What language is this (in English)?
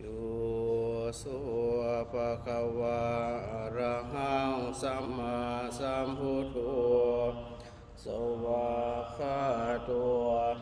Pali